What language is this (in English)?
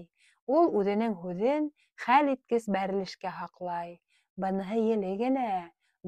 Bashkir